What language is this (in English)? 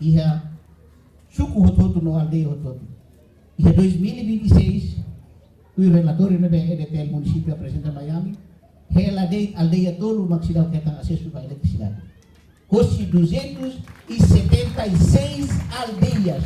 Tetum